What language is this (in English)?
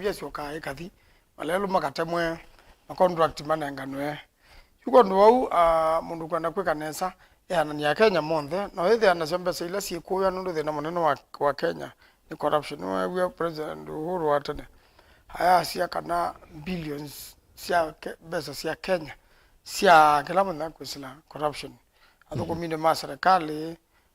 Kamba